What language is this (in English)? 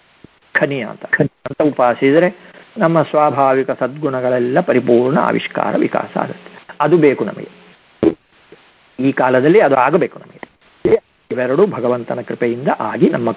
Kannada